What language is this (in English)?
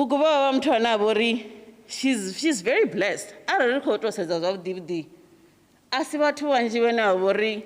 Venda